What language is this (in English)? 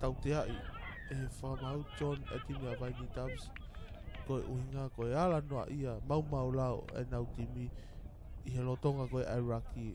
Tongan